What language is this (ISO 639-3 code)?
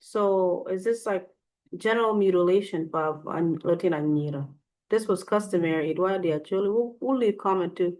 ach